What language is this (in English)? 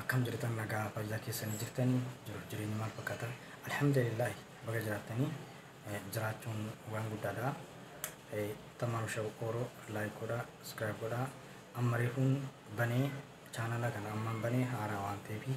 Oromo